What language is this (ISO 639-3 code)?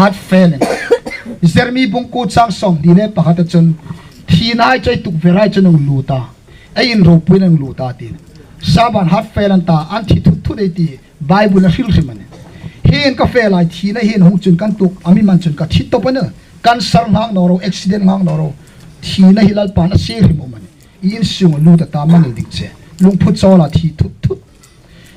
hmr